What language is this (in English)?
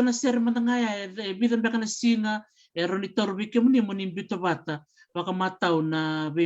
Fijian